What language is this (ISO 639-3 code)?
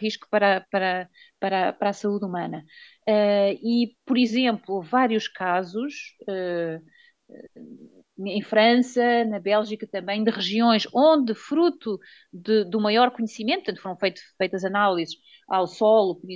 por